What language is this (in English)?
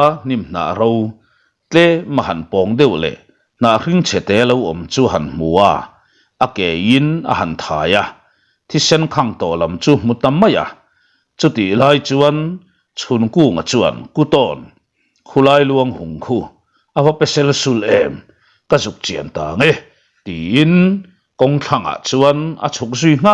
Mizo